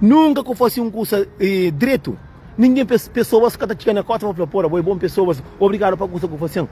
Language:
Kabuverdianu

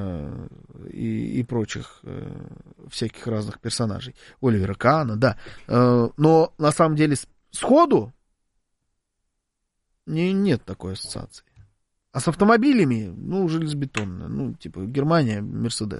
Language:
Russian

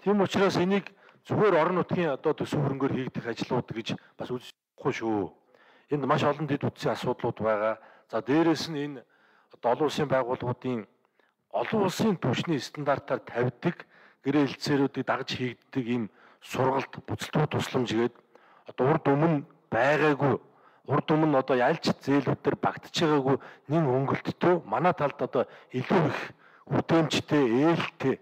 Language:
Mongolian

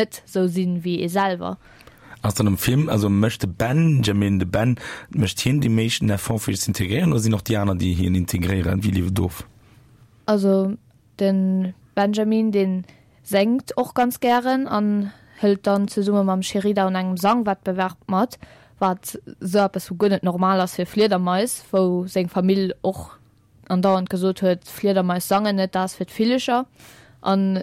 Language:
Luxembourgish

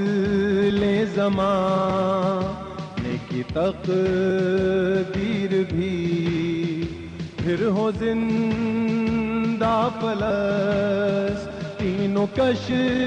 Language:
Urdu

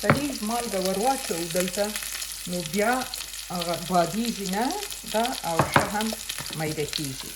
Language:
Pashto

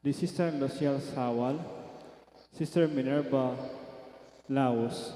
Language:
Pampanga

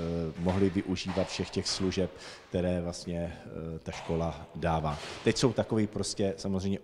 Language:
Czech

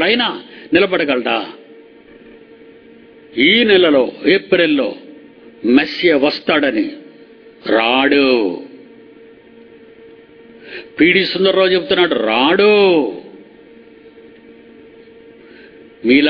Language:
Telugu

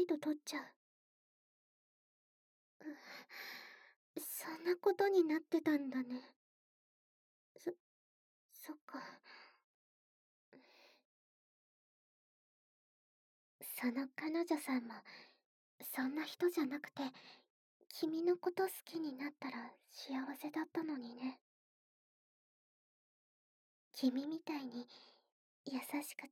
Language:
Japanese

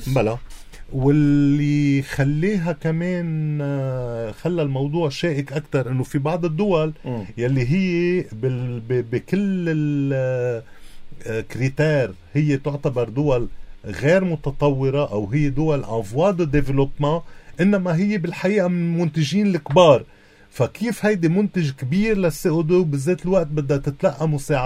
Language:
North Levantine Arabic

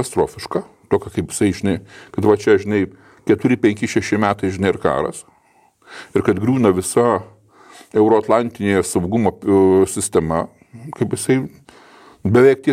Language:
Lithuanian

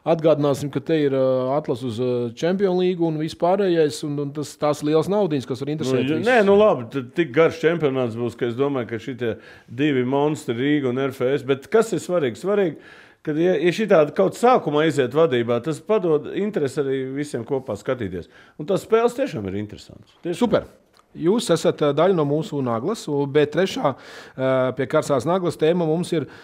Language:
Latvian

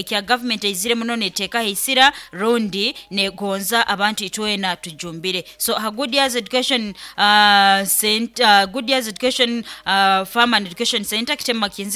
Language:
Nyoro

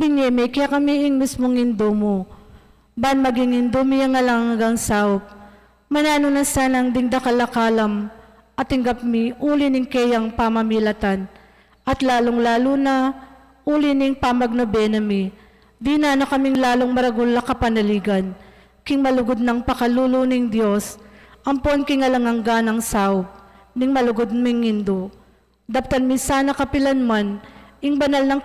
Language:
Pampanga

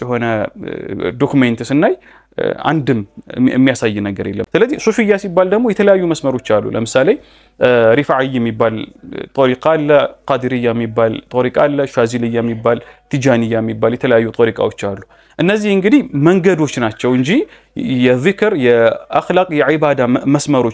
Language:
Amharic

